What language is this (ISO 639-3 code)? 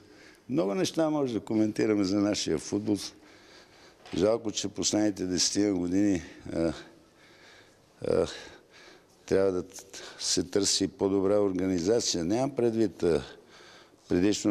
bul